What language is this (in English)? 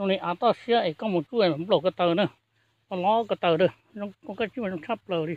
Hmong